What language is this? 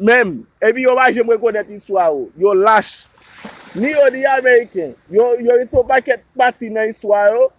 Haitian Creole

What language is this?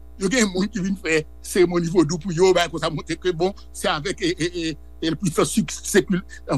Haitian Creole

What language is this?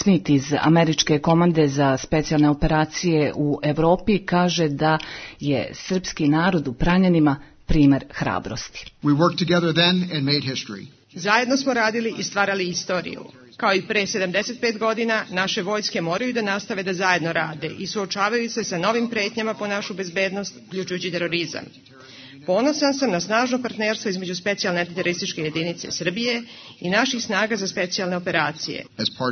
Serbian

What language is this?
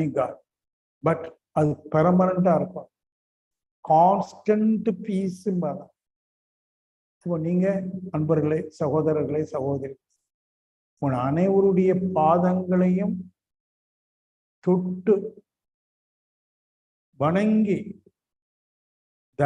Tamil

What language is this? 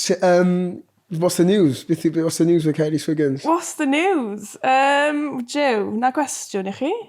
Welsh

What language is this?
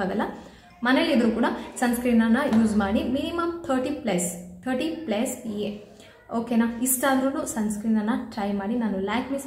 Kannada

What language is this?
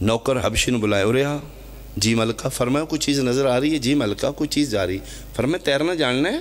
Pahari-Potwari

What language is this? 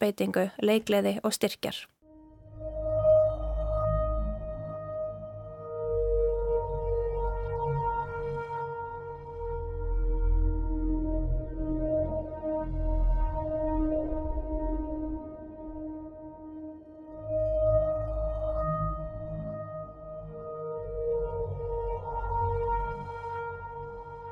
Icelandic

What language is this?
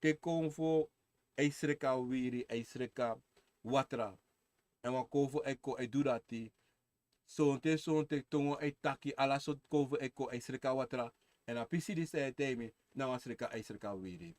Sranan Tongo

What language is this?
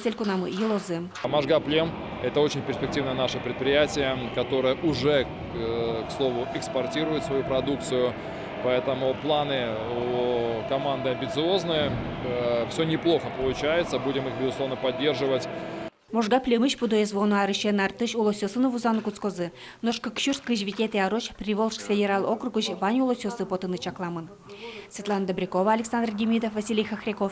Udmurt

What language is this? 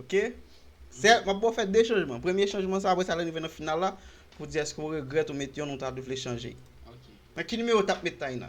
Haitian Creole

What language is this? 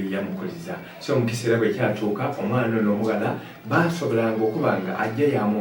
Soga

